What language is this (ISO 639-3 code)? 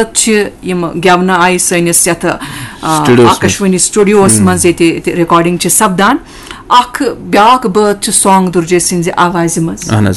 kas